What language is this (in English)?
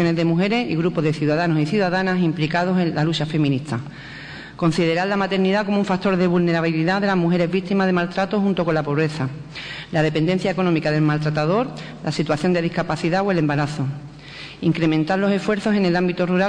Spanish